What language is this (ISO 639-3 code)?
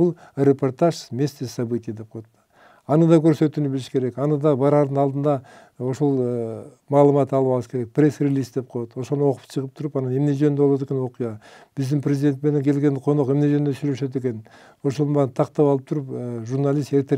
kir